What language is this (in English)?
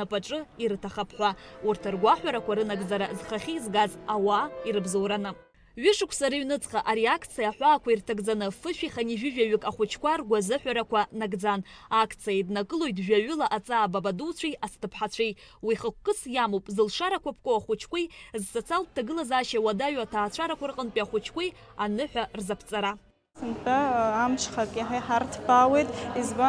Abkhazian